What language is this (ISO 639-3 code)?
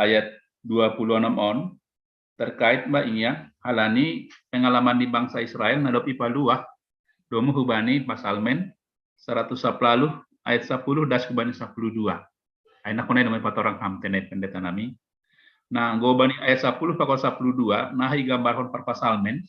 bts